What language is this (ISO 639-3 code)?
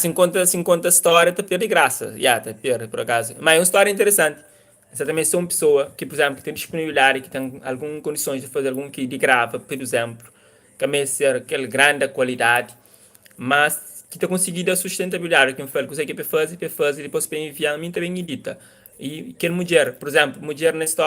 kea